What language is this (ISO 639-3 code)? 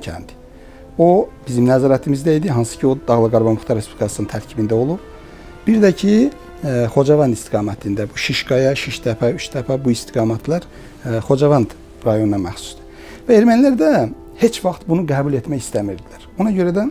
aze